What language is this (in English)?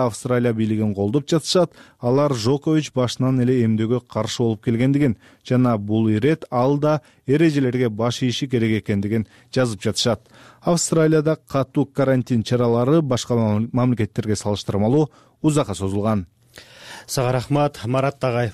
Kyrgyz